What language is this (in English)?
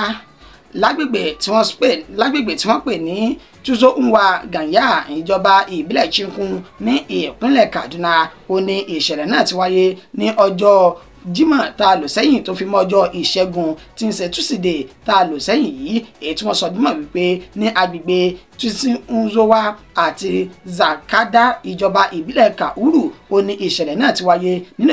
Yoruba